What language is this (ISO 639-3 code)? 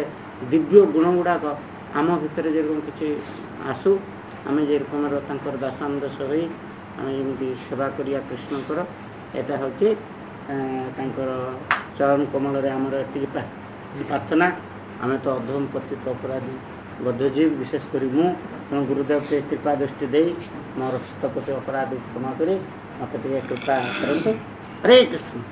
ori